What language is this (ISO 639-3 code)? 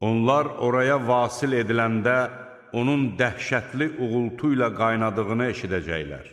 aze